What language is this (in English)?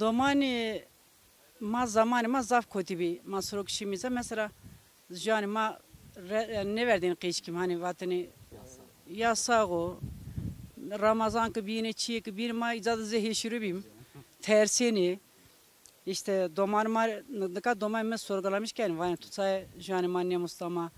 Zaza